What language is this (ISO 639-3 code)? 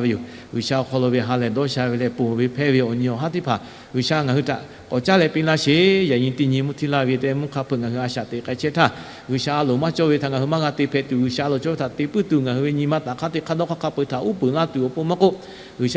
lhu